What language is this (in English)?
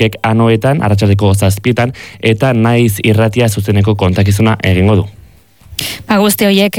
Basque